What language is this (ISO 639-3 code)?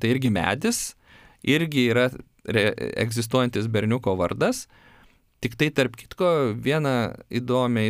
lit